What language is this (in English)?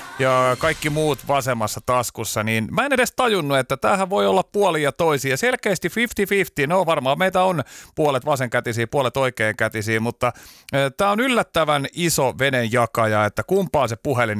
Finnish